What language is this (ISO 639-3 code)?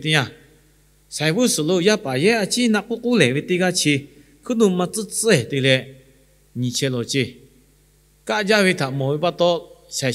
lhu